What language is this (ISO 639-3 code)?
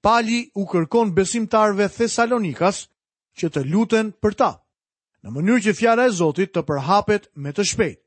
sqi